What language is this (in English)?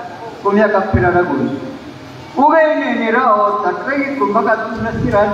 Maranao